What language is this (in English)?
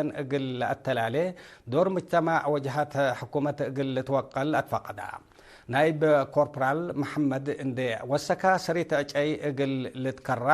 Tigre